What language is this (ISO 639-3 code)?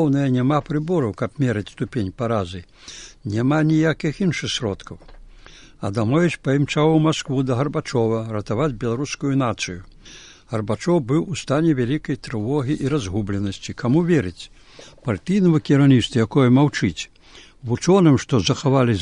bel